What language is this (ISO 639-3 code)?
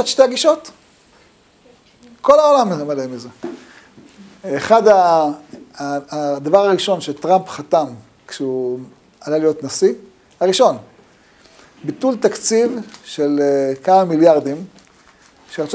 heb